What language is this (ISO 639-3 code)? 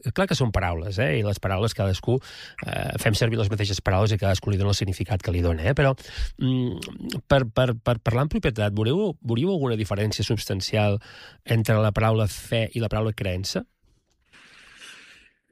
cat